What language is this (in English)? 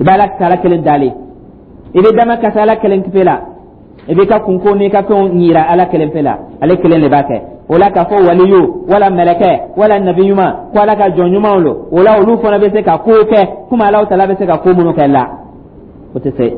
Dyula